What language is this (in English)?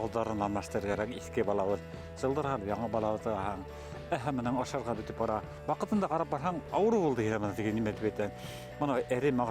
Bashkir